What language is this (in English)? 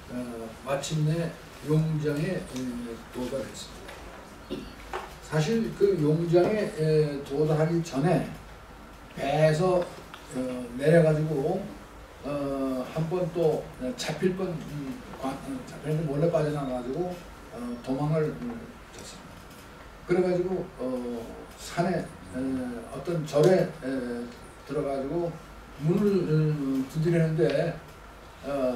Korean